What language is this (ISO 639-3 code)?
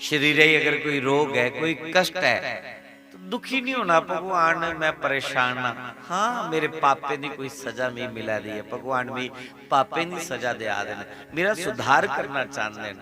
doi